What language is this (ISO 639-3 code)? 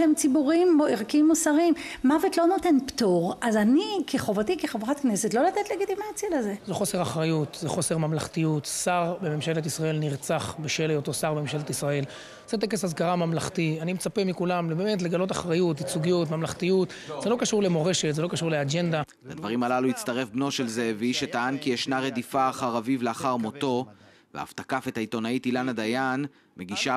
heb